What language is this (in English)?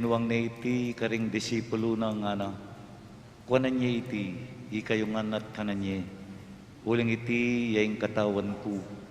Pampanga